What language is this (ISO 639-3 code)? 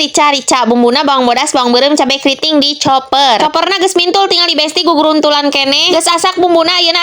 sun